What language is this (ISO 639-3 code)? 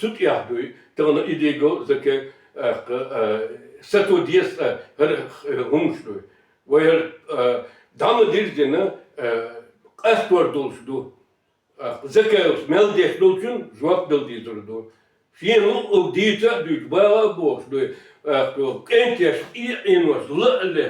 che